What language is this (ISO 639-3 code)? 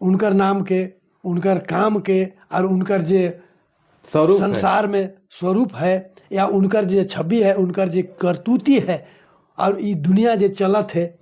sck